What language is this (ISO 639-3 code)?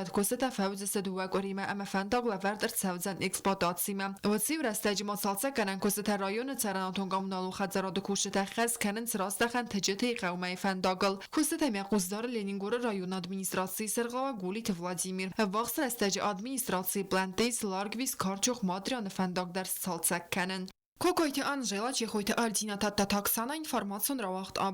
oss